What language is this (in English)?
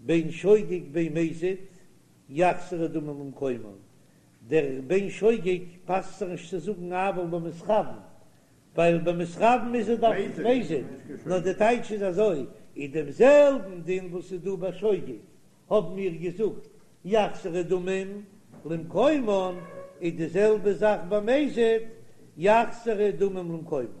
Yiddish